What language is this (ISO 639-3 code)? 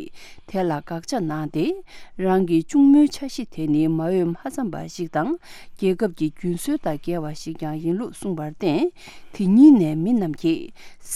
bod